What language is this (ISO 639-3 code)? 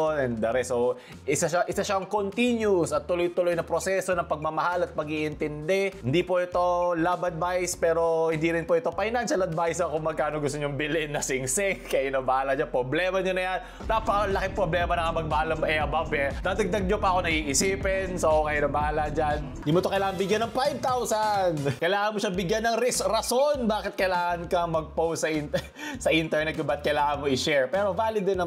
fil